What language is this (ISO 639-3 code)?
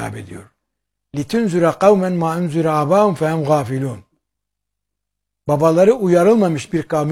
tur